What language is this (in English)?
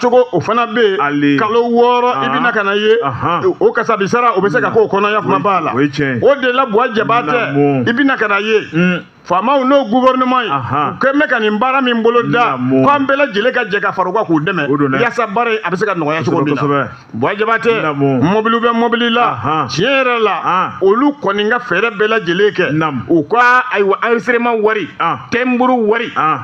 Bambara